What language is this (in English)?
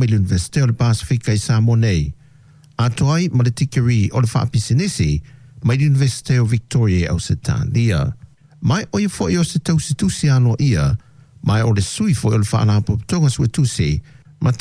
Samoan